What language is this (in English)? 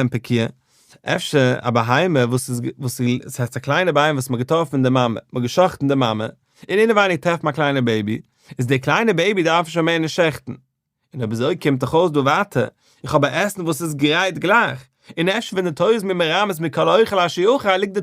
Yiddish